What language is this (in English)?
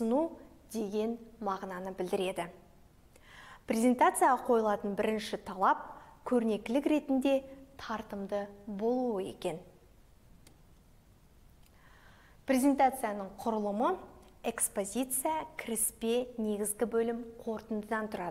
Kazakh